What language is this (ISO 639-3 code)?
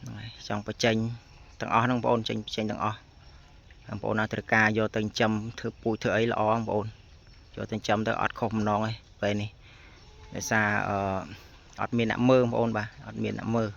khm